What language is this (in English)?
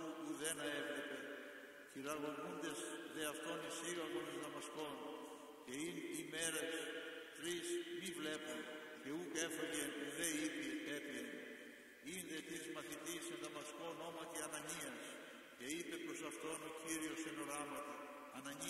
Greek